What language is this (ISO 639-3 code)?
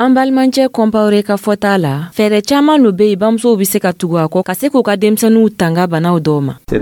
dyu